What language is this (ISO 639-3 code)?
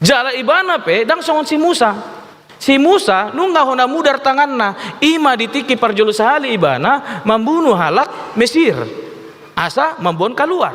bbc